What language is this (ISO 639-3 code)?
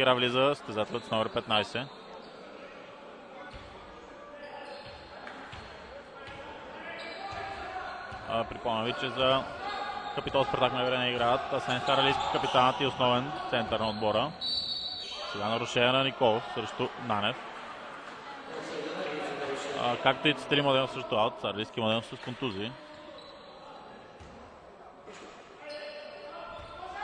bul